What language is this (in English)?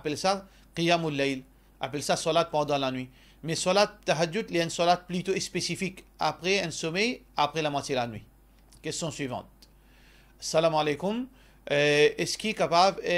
Morisyen